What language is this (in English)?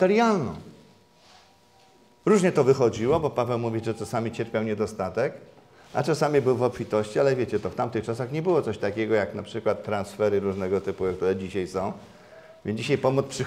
Polish